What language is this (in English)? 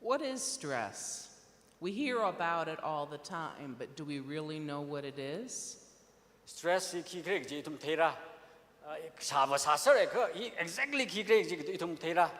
Tangkhul Naga (India)